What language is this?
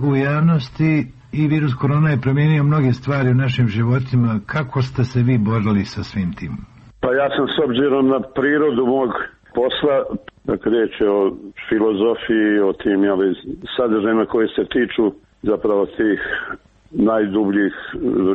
Serbian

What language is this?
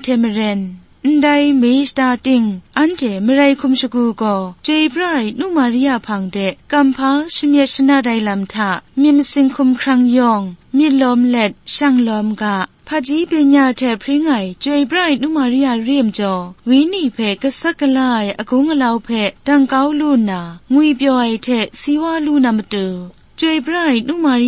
Kachin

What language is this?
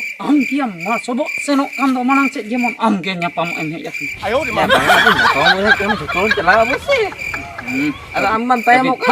Santali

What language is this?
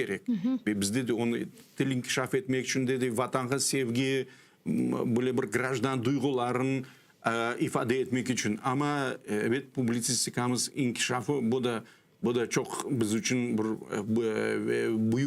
Crimean Tatar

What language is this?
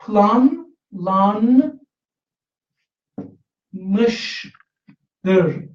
South Azerbaijani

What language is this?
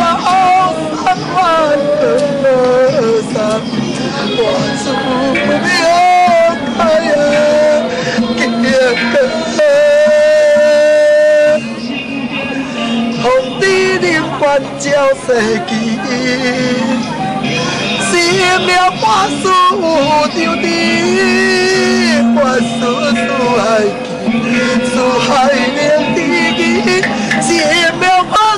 Chinese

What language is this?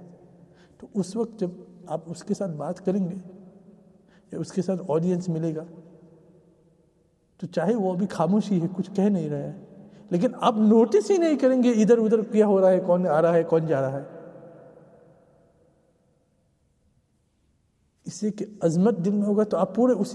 Urdu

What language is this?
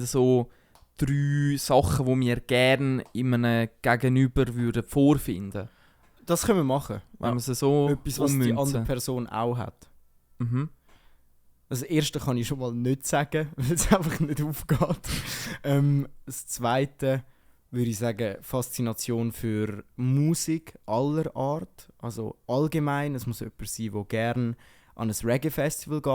Swiss German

